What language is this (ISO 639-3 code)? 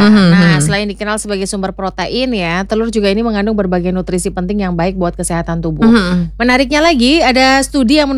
ind